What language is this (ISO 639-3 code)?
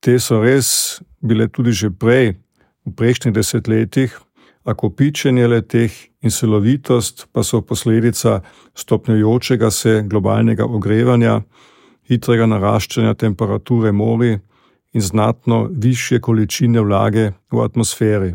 slv